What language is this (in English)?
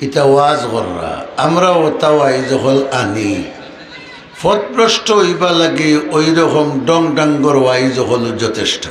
Sylheti